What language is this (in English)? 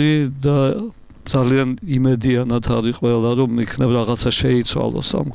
Georgian